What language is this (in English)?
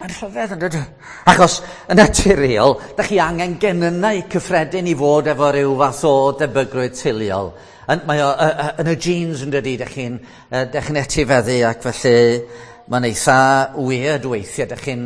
Welsh